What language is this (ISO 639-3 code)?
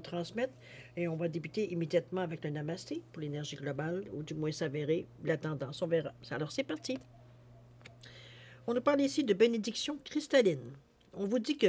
fra